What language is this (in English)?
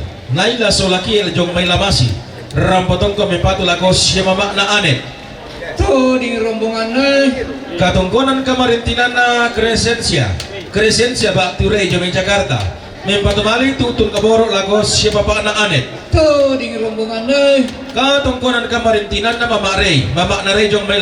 Toraja-Sa'dan